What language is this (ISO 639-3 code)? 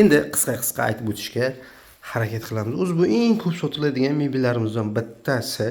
uzb